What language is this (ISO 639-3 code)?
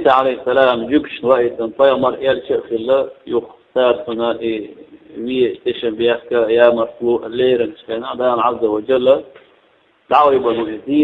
che